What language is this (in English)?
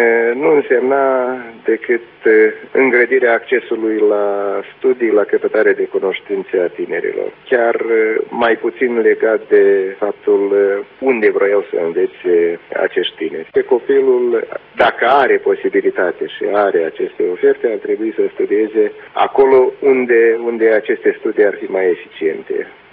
Romanian